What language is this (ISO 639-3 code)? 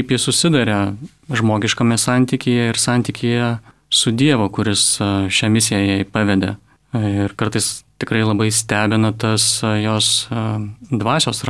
lit